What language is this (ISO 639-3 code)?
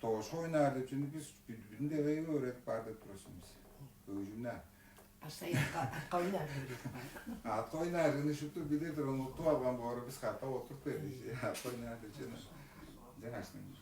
tyv